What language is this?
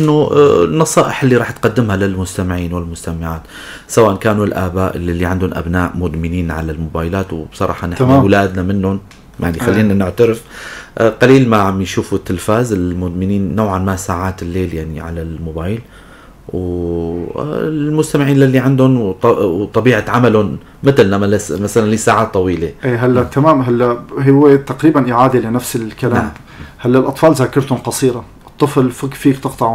North Levantine Arabic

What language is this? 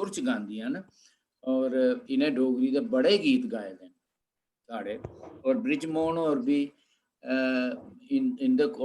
Dogri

